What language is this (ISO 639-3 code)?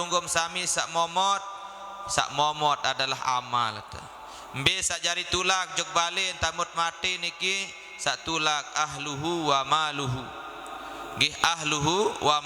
sas